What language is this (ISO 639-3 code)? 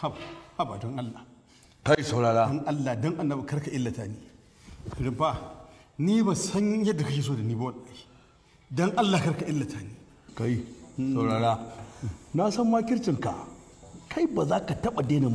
hau